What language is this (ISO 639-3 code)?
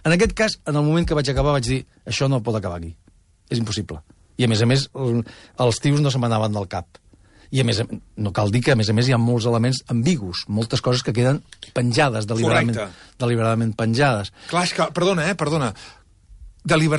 cat